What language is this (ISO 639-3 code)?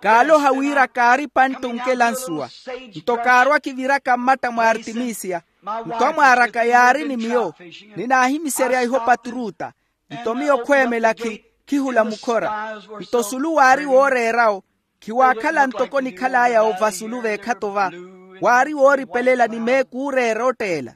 vmw